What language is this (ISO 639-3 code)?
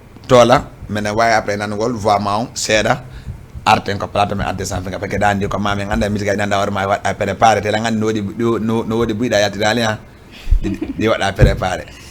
ful